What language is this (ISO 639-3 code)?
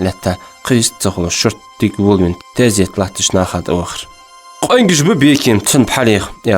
inh